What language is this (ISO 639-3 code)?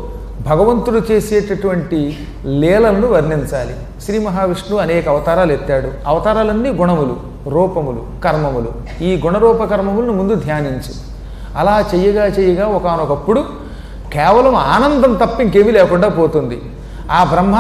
tel